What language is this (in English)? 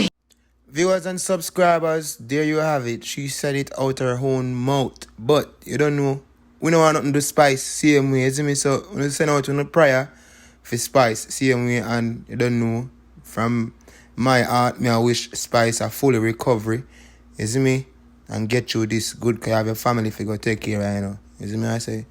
Jamaican Creole English